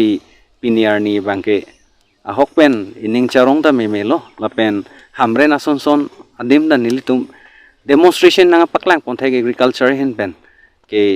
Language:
Karbi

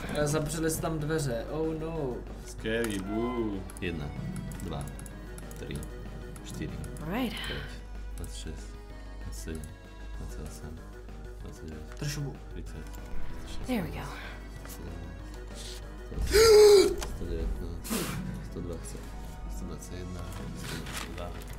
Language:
Czech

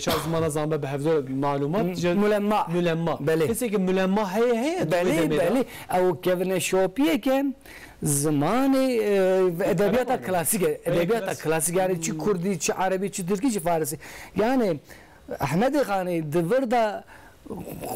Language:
Kurdish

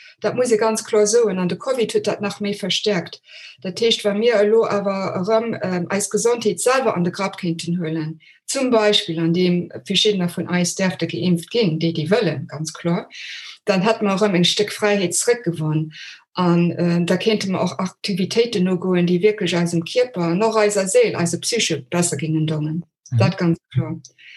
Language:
Luxembourgish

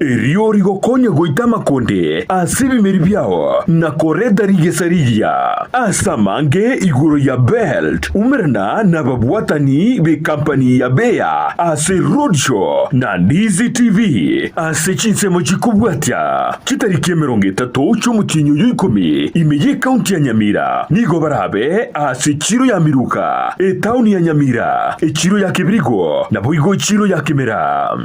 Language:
Gusii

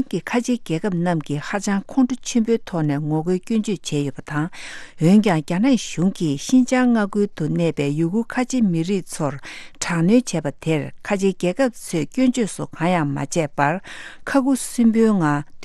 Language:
Tibetan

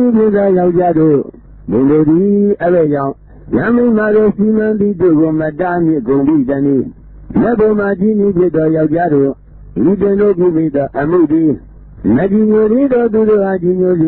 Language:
Burmese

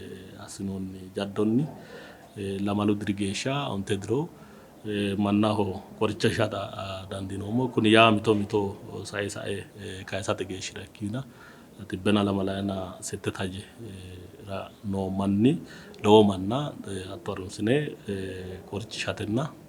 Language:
Sidamo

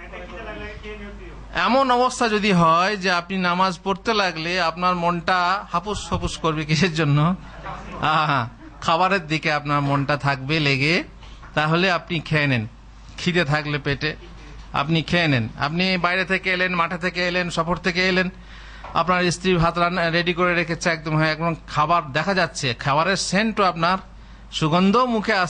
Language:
Bangla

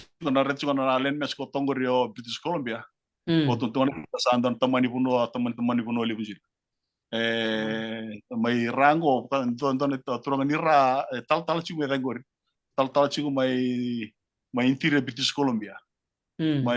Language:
Fijian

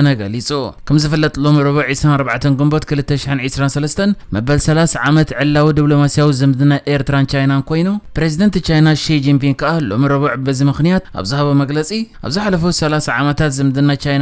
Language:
Tigrinya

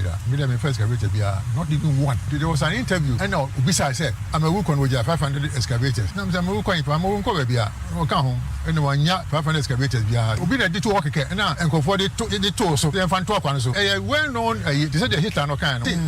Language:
Akan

